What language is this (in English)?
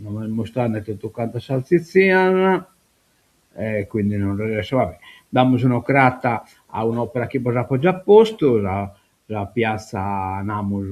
Sardinian